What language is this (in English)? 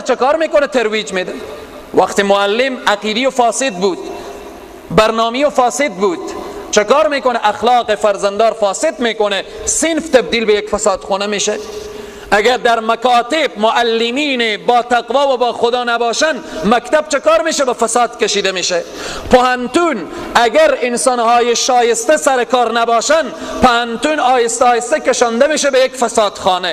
Persian